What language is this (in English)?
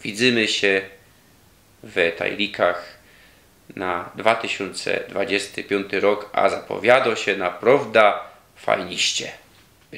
Silesian